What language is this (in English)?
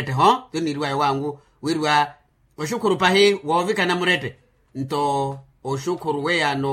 Makhuwa